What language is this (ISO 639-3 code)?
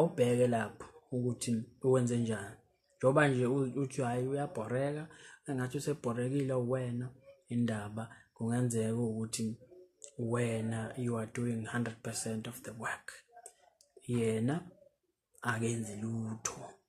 zul